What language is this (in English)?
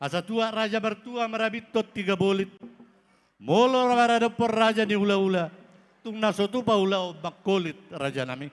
Batak Toba